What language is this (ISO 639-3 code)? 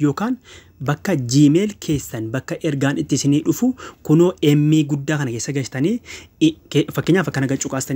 orm